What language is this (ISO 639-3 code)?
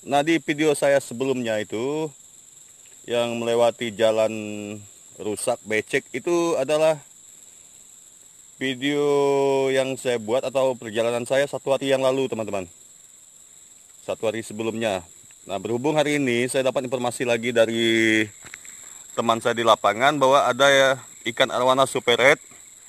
ind